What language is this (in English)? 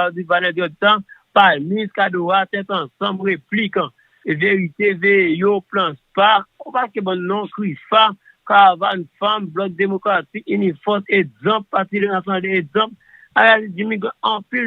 Haitian Creole